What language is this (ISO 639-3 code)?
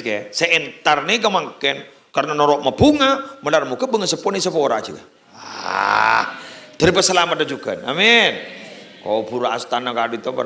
mad